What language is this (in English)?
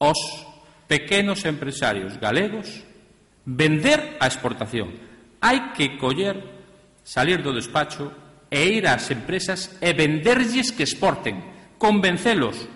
Galician